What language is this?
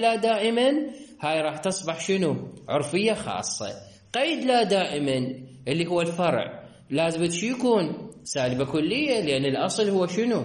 Mesopotamian Arabic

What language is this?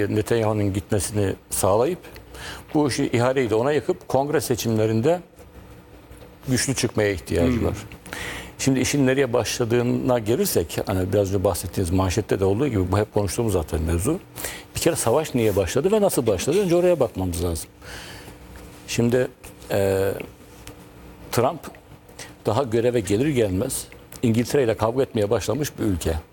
Turkish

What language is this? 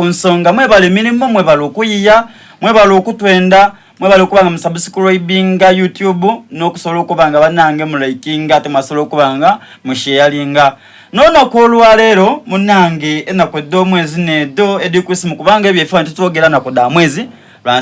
Soga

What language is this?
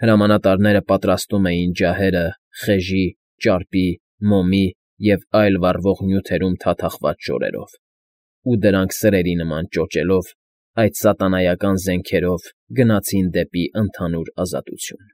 Armenian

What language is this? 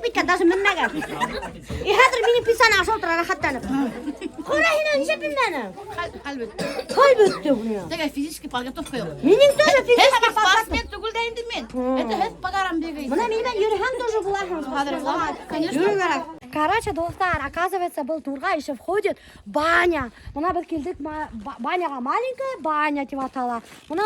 Bashkir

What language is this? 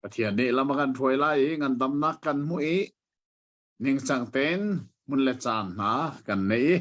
Hakha Chin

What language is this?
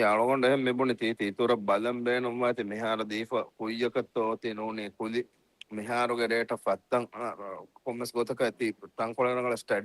Divehi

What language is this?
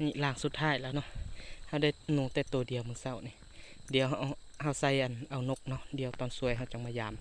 Lao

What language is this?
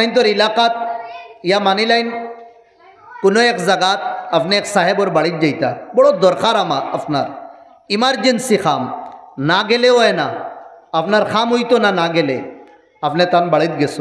Sylheti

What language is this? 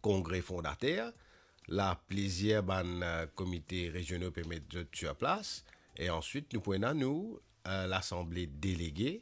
Morisyen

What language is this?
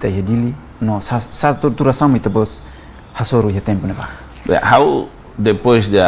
Tetum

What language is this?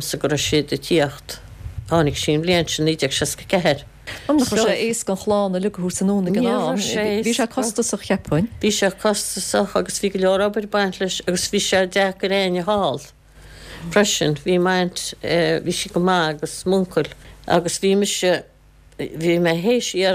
Irish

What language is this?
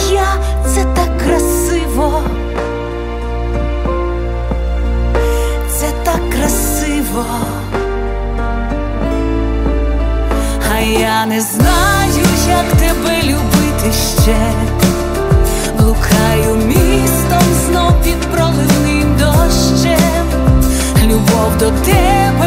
Ukrainian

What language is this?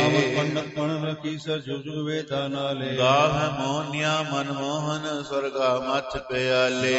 Punjabi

